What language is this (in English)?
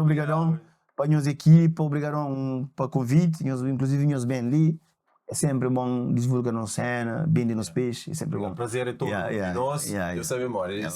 Kabuverdianu